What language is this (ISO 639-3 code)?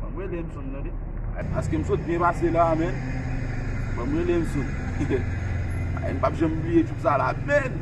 hat